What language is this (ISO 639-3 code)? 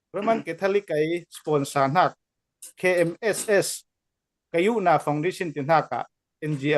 cfm